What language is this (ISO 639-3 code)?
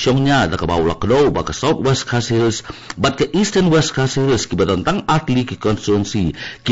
kha